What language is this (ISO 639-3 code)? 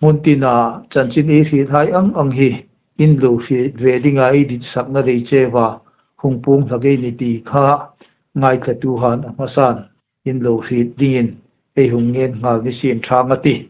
hmr